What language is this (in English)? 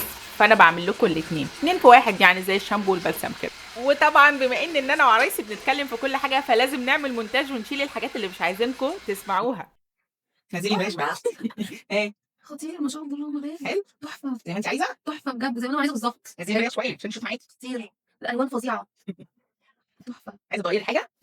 Egyptian Arabic